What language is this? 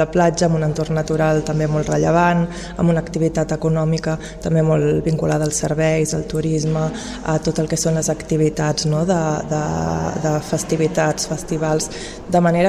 Catalan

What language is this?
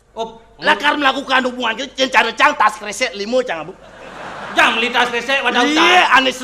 Balinese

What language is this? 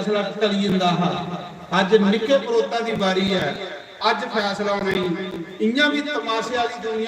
Dogri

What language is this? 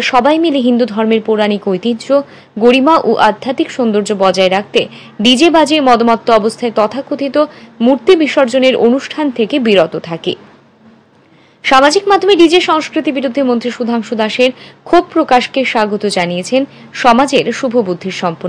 Bangla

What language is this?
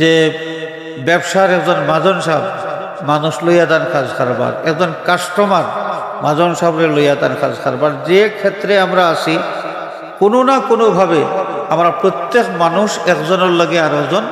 Sylheti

